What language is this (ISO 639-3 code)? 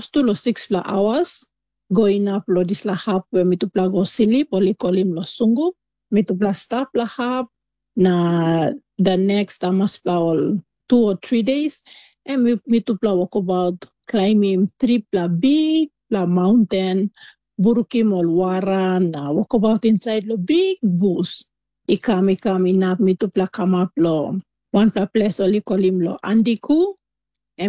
tpi